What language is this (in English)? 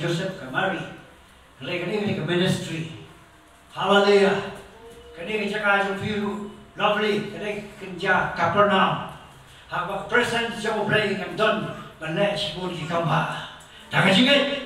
Khasi